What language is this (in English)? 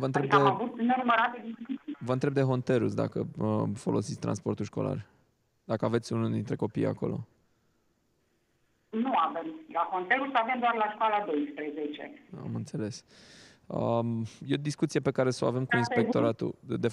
Romanian